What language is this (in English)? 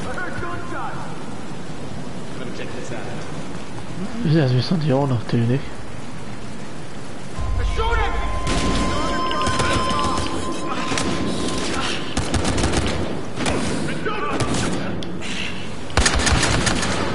Hungarian